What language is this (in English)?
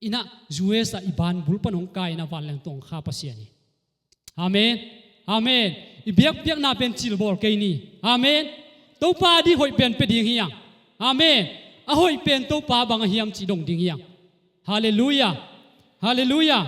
Tedim Chin